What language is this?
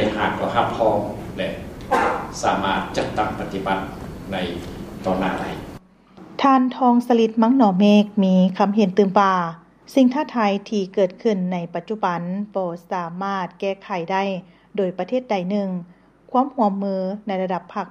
Lao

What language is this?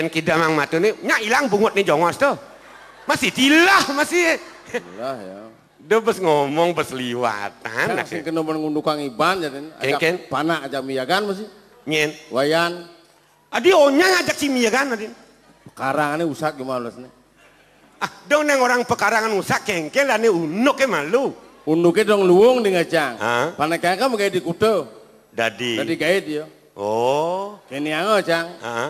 Balinese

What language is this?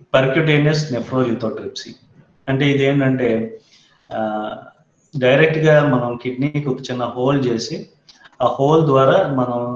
Telugu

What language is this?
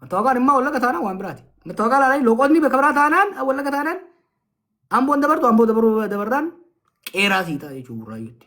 Oromo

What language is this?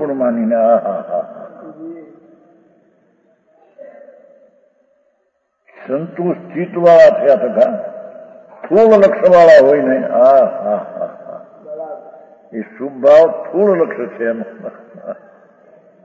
Gujarati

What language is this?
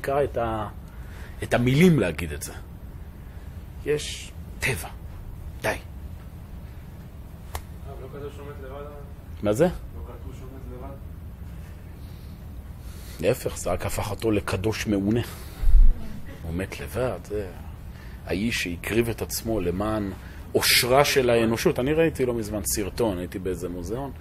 Hebrew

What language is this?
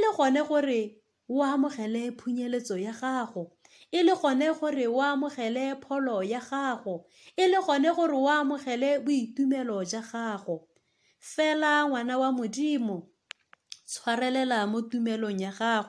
Tswana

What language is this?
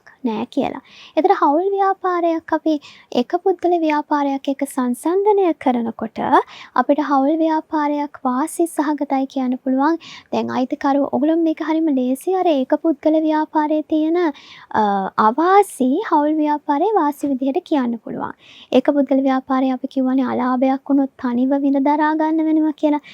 Sinhala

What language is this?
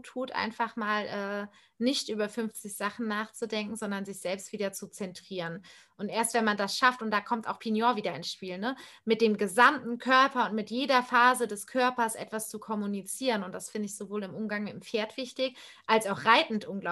German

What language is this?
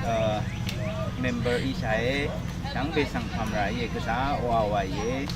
Rawang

